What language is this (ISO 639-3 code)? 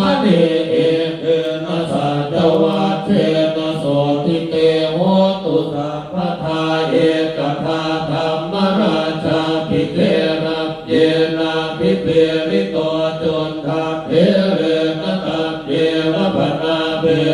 pli